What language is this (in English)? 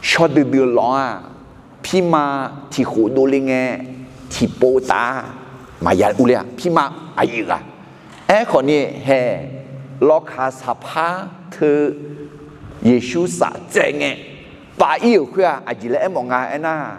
Akha